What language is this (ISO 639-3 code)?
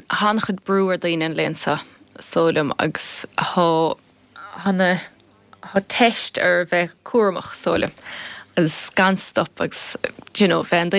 gle